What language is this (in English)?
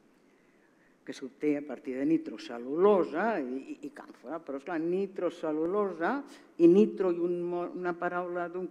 Catalan